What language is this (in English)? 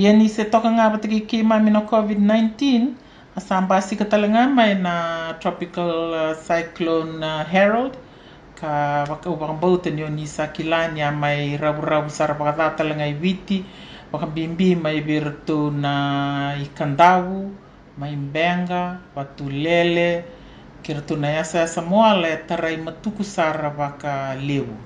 Fijian